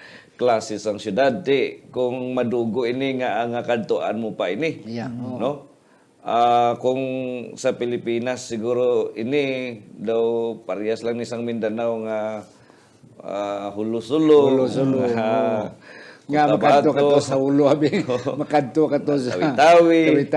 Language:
Hiligaynon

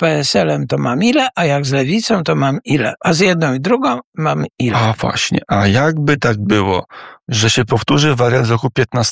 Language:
Polish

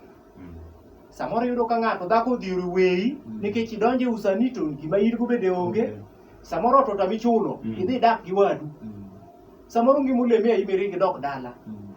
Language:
Luo (Kenya and Tanzania)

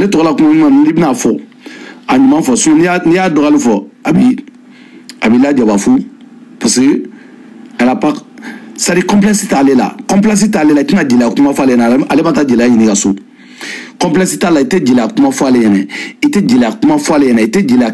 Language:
Bambara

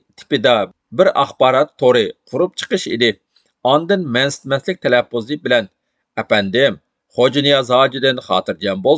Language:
Uyghur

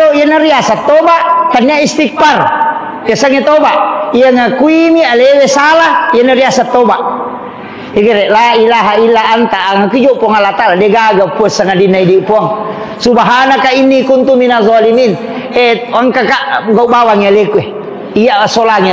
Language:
Buginese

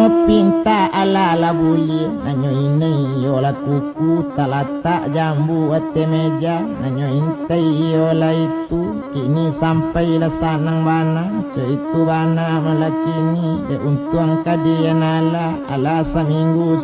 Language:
Minangkabau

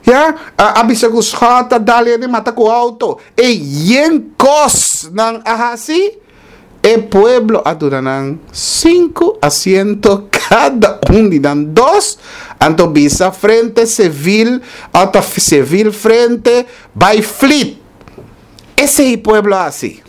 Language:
Papiamento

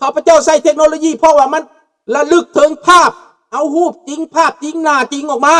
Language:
Lao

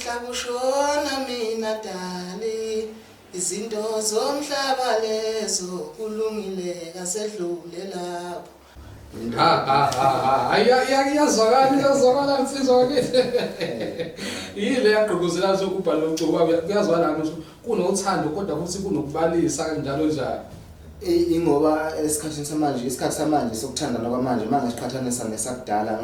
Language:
Zulu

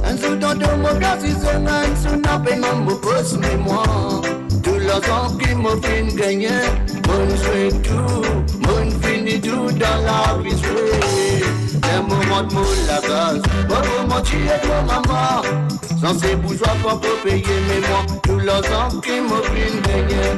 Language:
Morisyen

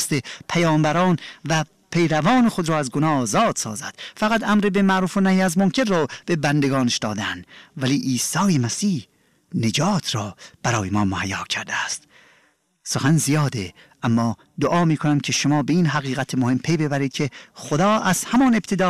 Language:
Persian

